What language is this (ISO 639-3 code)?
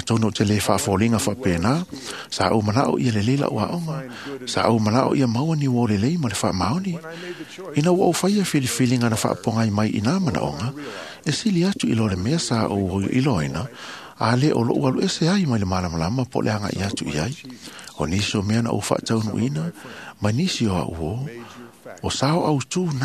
smo